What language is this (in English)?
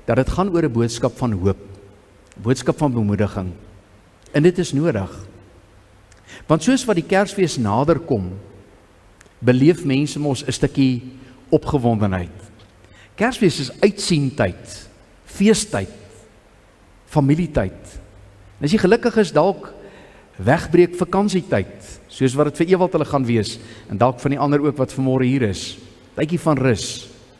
Afrikaans